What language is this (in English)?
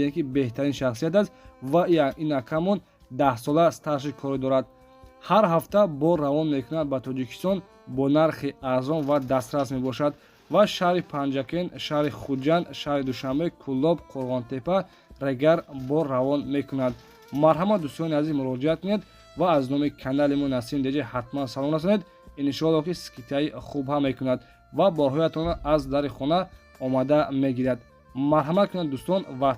Tajik